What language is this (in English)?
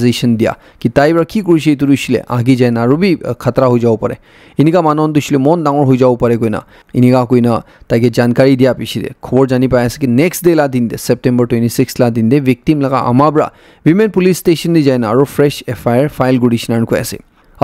Naga Pidgin